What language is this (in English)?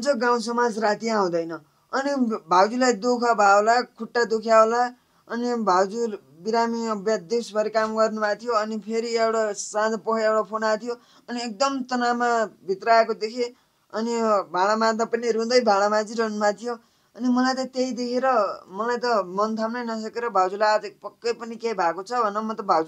Nepali